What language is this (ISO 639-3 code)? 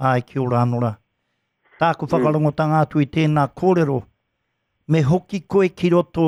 mri